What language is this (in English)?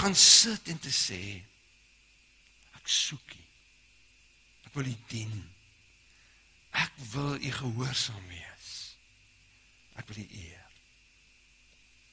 Afrikaans